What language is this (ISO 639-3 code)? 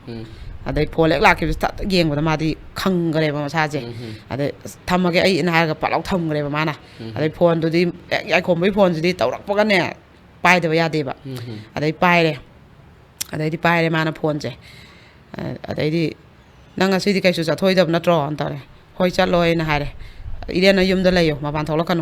mni